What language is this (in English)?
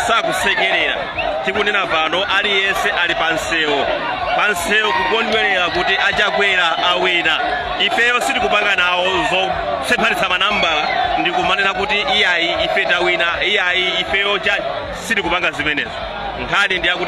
Nyanja